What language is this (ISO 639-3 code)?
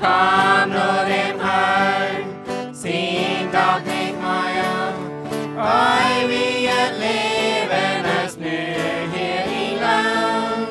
pdt